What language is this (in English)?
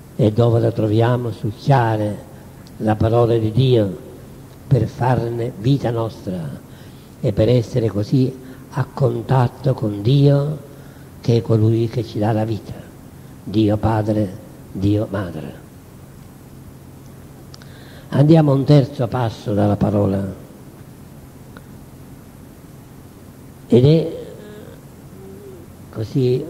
Italian